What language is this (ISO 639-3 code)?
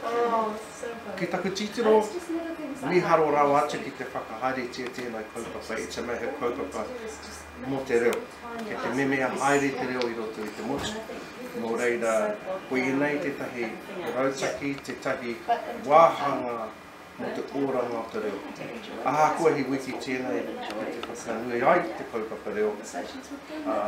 mri